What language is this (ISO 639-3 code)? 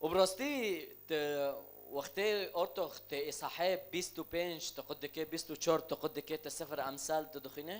kur